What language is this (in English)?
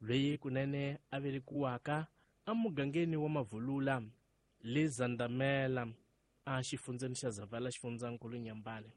Tsonga